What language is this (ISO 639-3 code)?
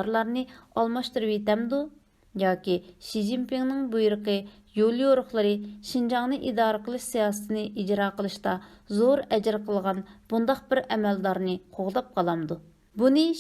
uig